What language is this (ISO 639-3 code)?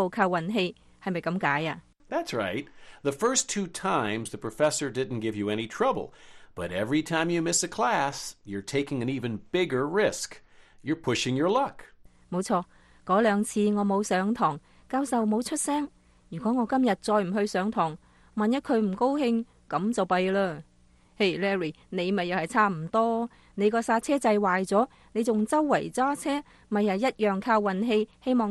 yue